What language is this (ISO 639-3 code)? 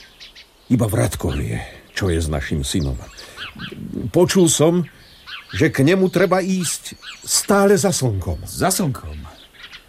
slk